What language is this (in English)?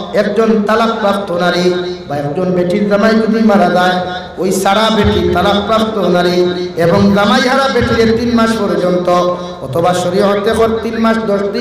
Sylheti